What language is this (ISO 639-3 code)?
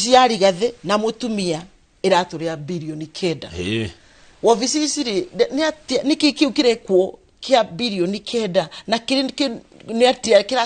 kik